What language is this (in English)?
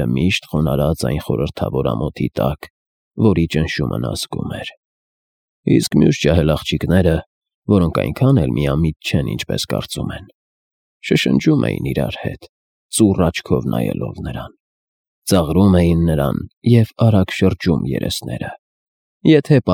Armenian